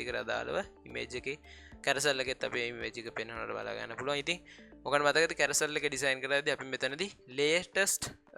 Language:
Sinhala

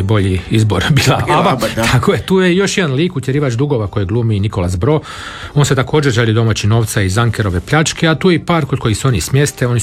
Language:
Croatian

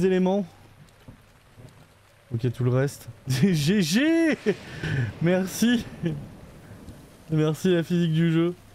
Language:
French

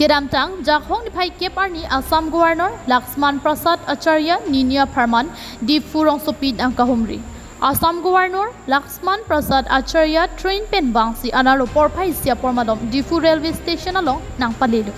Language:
Karbi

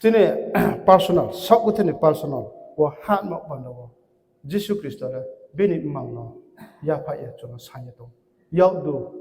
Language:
Riang (India)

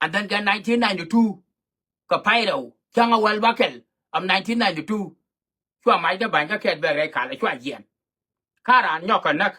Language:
Nuer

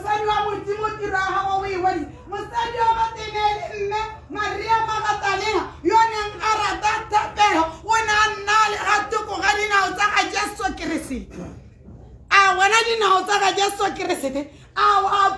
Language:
Tswana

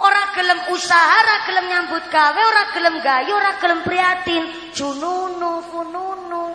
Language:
Javanese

